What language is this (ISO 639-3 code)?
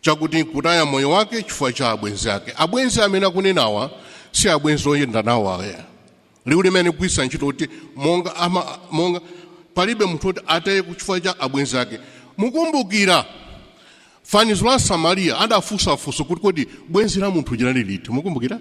nya